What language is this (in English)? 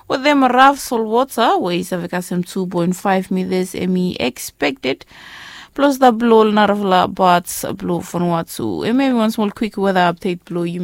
Bislama